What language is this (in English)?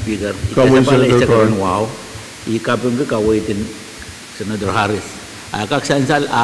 Pohnpeian